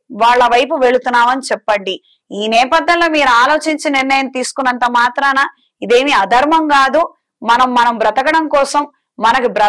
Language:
Telugu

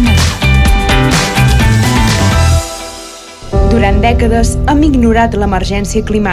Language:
Catalan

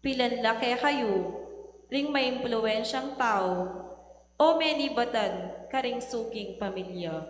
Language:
Pampanga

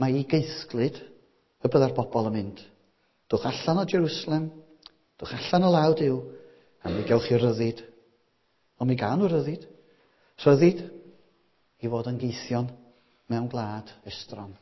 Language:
Welsh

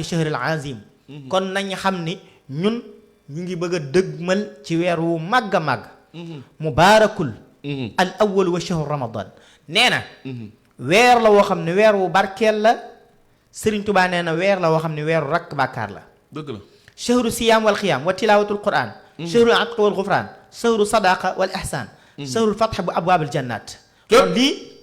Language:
Wolof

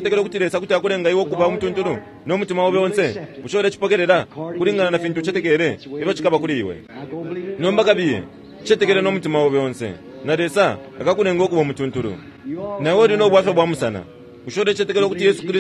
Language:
Bemba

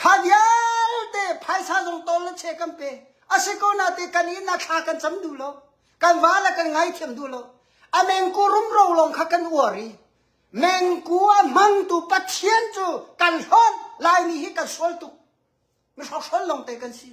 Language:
Hakha Chin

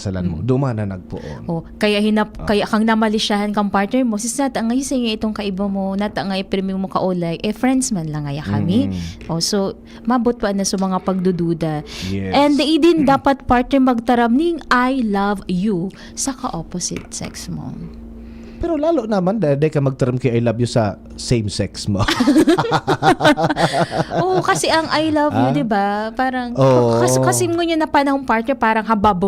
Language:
Bikol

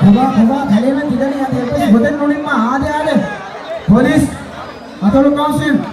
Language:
Divehi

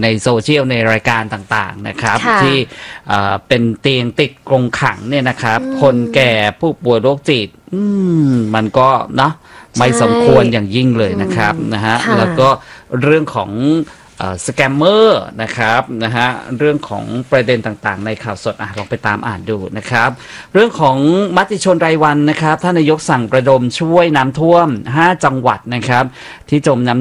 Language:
Thai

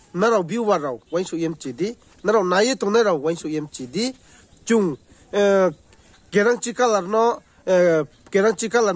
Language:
Riang (India)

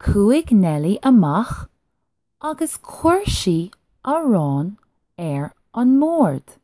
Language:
Irish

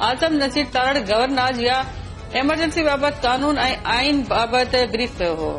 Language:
Sindhi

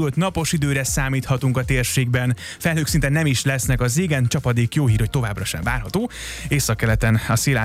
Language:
Hungarian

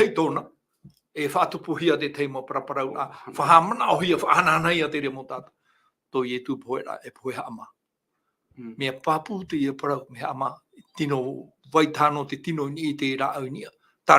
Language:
Tahitian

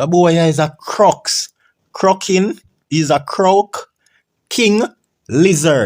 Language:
Jamaican Creole English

